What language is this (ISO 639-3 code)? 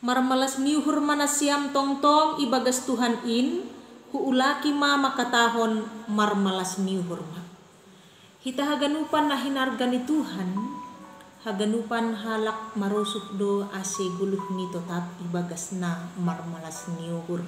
bts